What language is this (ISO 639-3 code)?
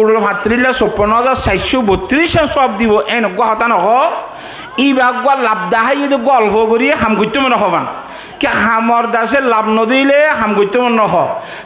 rhg